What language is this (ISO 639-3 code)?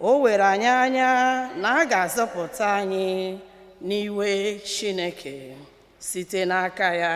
ibo